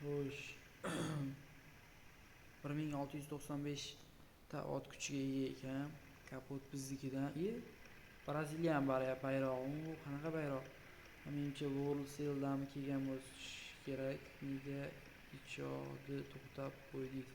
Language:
Uzbek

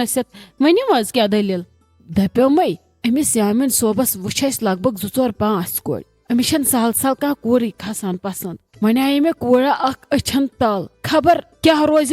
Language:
Kashmiri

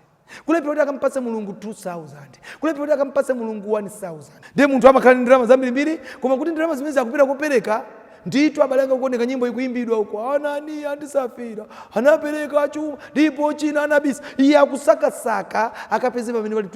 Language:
Nyanja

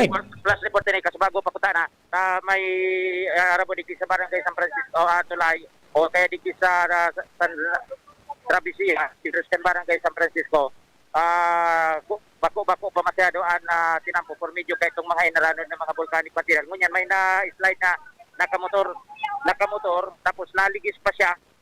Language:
Bikol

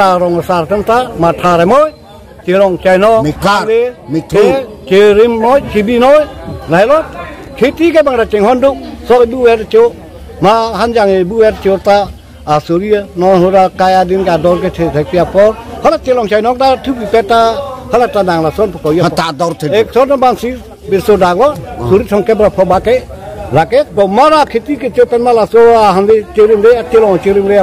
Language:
Karbi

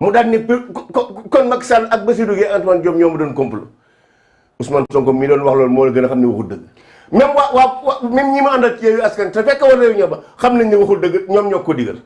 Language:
Wolof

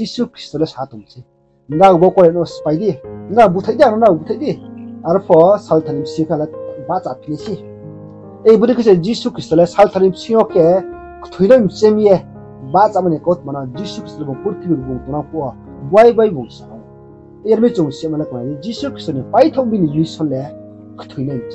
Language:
Riang (India)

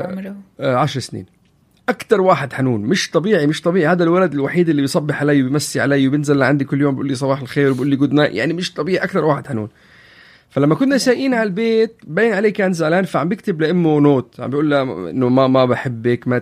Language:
North Levantine Arabic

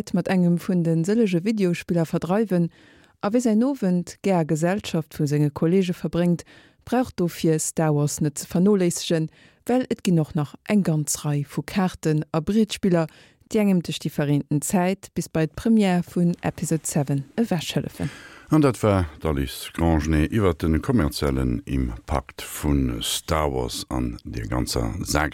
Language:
Luxembourgish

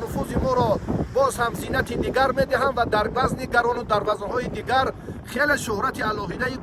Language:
Tajik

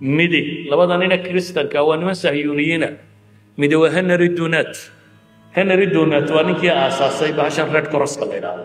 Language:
Somali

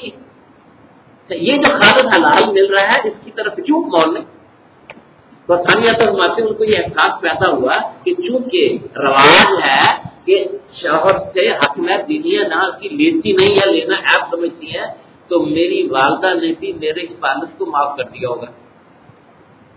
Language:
Urdu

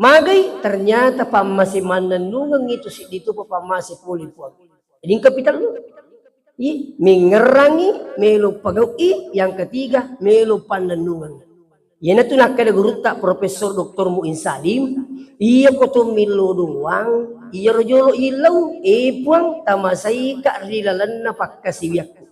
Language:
Buginese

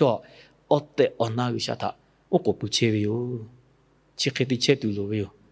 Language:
Lahu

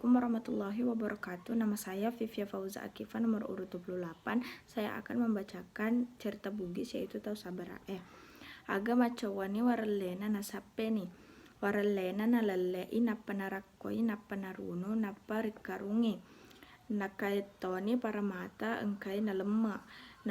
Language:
Buginese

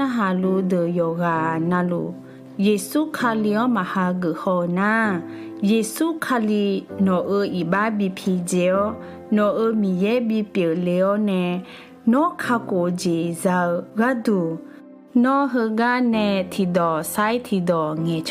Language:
Akha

